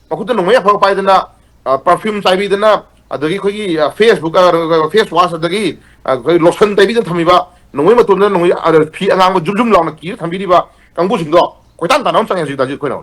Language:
Manipuri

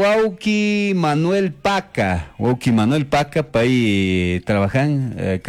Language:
Chimborazo Highland Quichua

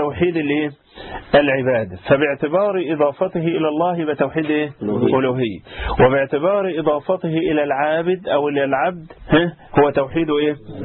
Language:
Arabic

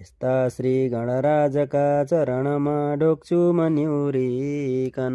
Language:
Nepali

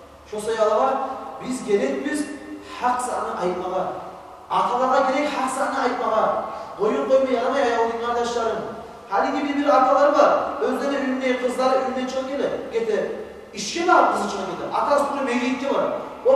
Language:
Kumyk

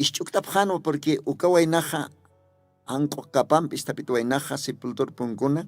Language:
Aymara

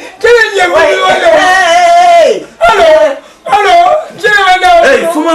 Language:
Dagbani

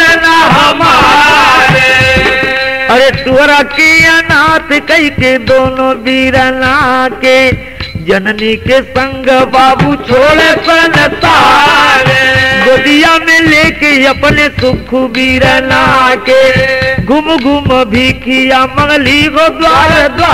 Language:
Bhojpuri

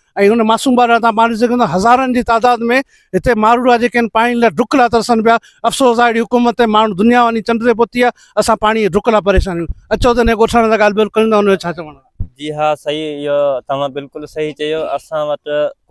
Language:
Sindhi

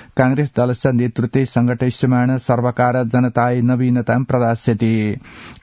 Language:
Sanskrit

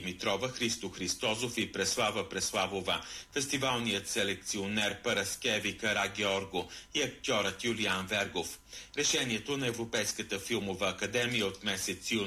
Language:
Bulgarian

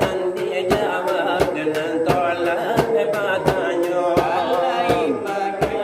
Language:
Minangkabau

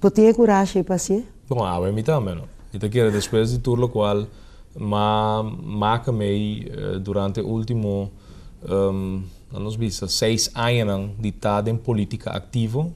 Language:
Papiamento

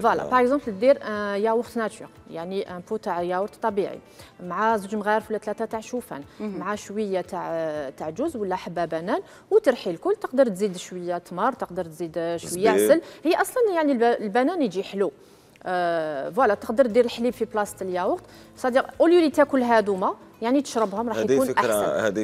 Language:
Algerian Arabic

